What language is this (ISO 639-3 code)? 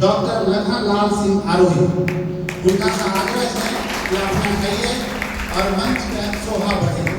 anp